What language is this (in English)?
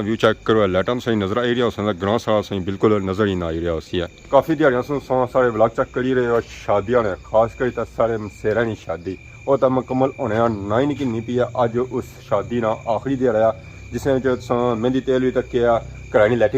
Pahari-Potwari